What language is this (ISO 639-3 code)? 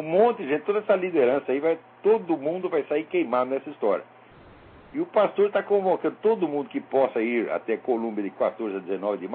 por